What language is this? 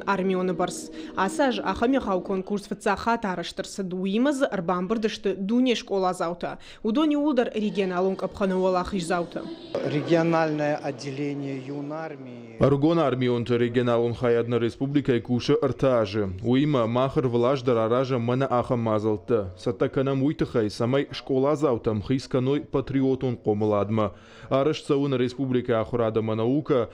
Ossetic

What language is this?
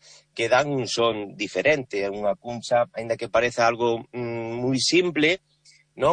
Galician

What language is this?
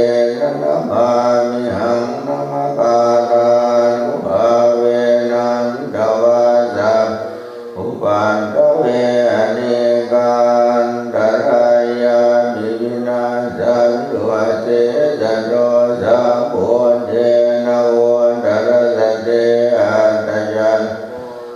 Pali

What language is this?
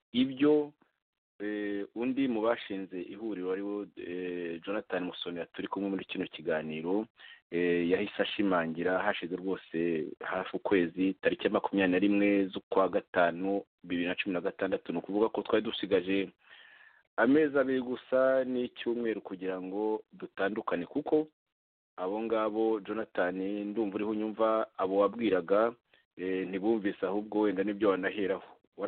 Kinyarwanda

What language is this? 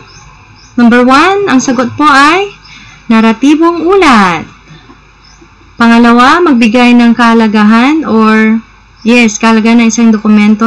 Filipino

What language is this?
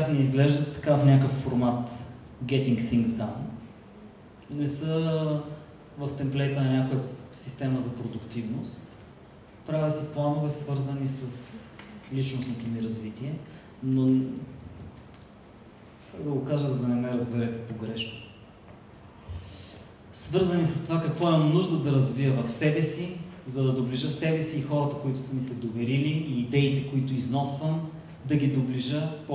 Bulgarian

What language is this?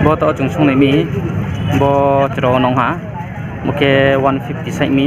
Riang (India)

